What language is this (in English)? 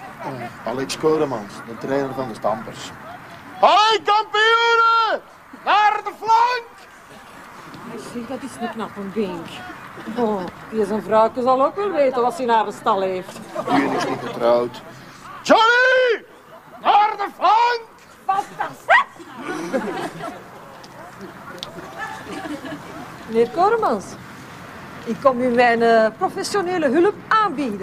Dutch